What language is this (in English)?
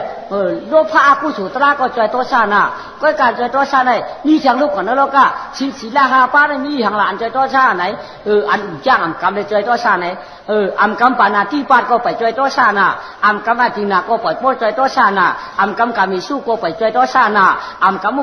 Shan